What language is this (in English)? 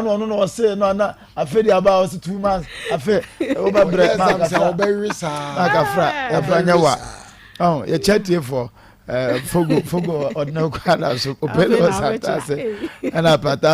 Akan